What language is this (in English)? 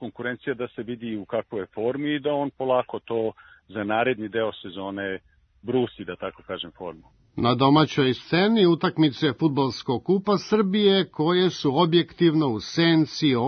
Serbian